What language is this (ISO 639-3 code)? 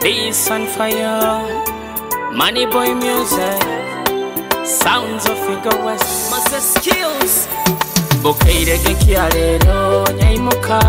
nyo